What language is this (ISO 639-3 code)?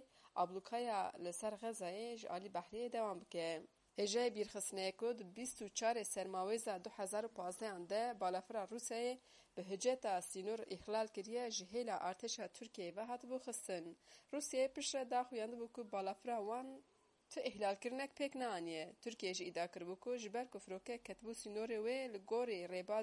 kur